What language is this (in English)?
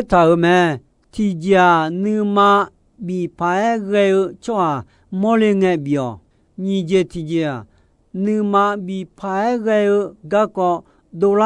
Akha